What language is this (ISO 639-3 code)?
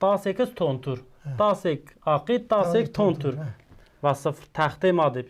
zza